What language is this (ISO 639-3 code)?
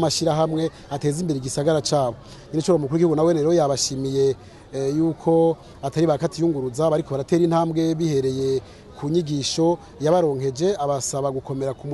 run